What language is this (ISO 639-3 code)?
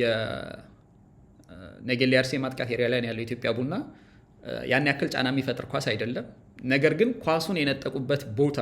amh